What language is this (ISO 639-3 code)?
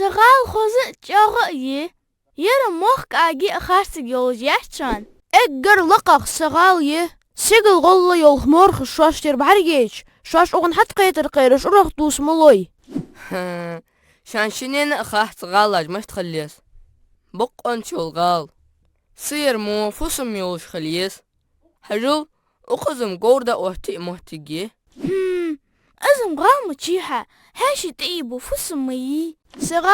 inh